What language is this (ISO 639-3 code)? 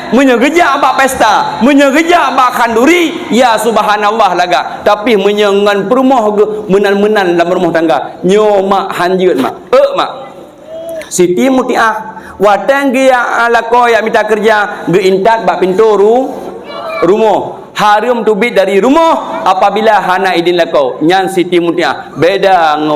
ace